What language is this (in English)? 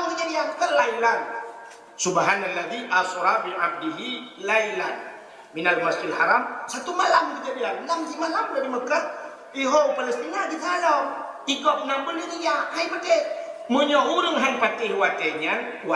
Achinese